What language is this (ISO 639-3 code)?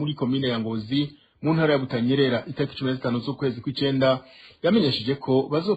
run